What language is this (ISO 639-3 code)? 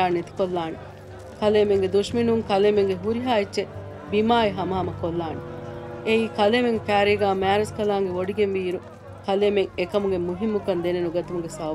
div